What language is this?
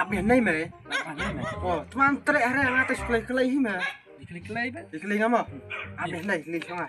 Khasi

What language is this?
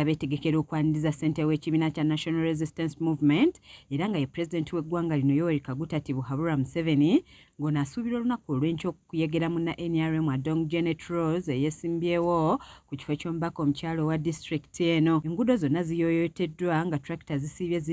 Ganda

